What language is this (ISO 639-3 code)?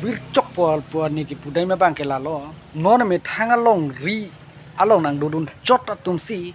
mjw